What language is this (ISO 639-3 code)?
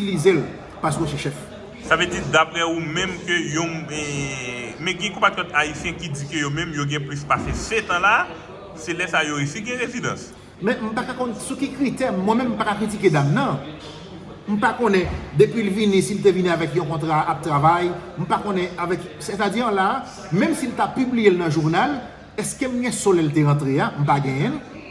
hat